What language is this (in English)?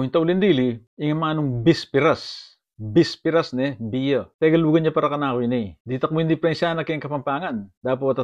Pampanga